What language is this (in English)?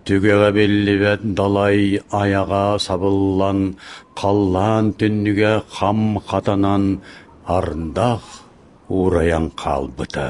Yakut